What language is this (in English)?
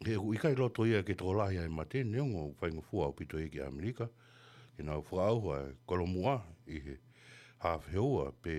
Tongan